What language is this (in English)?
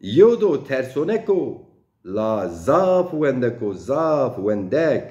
Zaza